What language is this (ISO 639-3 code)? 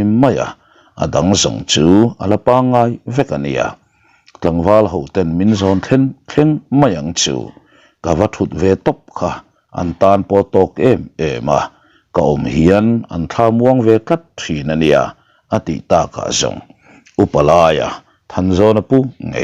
lus